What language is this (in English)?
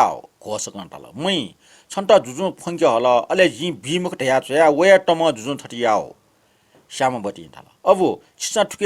Newari